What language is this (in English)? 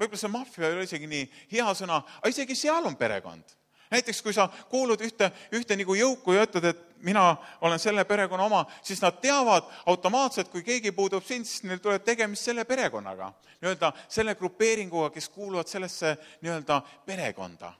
Estonian